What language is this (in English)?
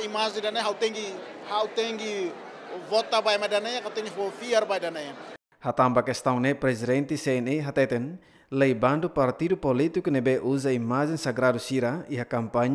Tetum